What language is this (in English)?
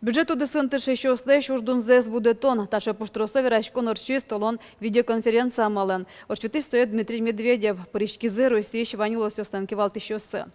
Udmurt